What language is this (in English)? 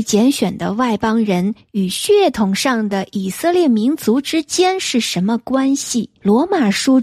Chinese